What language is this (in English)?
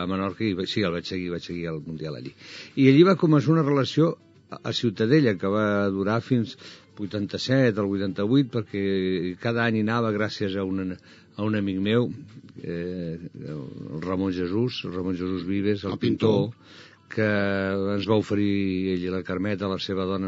Catalan